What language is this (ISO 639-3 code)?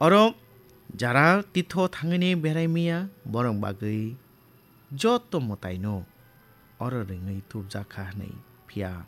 trp